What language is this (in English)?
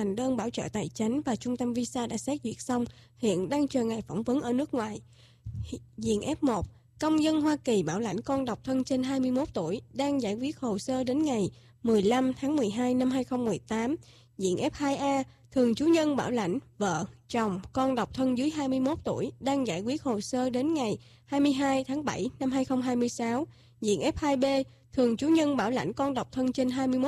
Vietnamese